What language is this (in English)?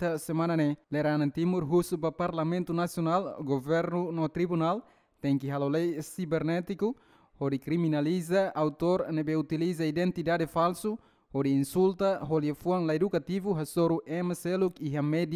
Tetum